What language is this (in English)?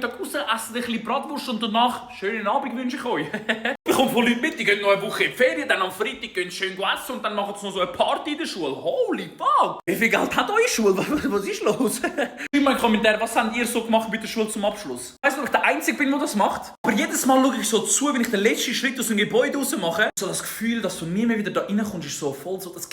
Swiss German